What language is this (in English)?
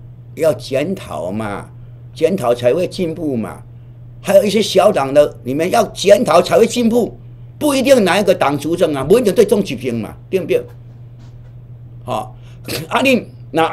Min Nan Chinese